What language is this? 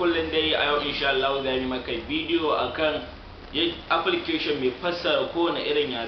Hausa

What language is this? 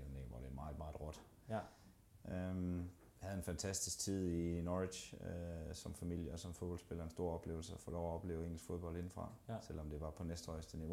Danish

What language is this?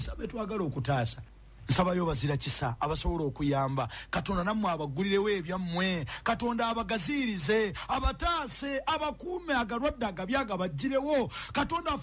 Ganda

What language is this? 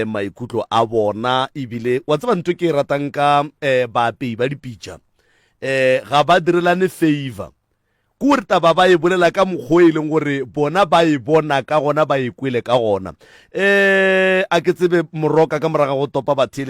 Northern Sotho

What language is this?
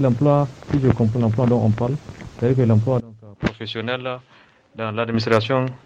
Zarma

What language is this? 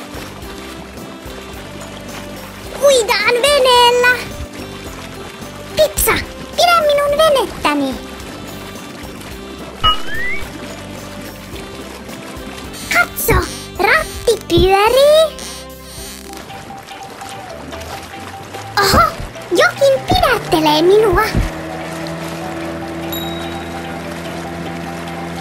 Finnish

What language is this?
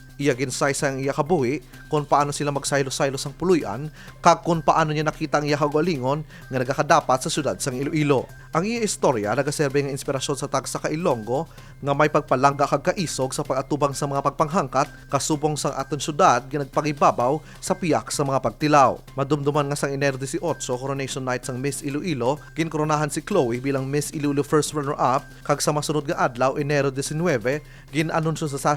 Hiligaynon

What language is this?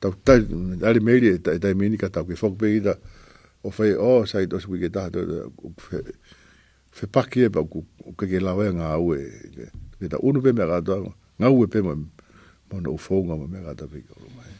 Tongan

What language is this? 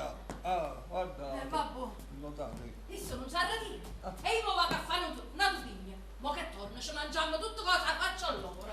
Neapolitan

